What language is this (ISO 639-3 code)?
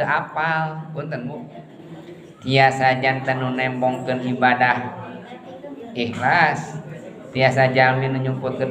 sun